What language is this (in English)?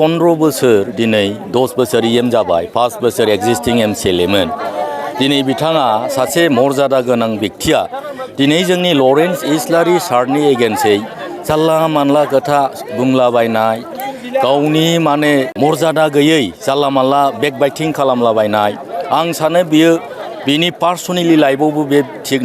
Bodo